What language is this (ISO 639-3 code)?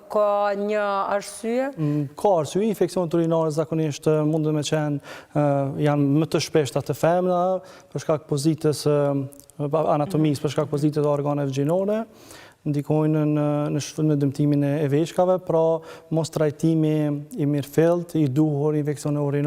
sqi